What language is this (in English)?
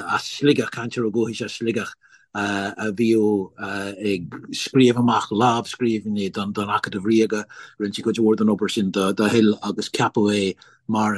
Irish